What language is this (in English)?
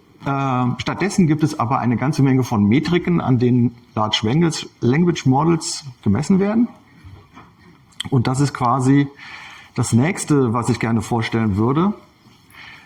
German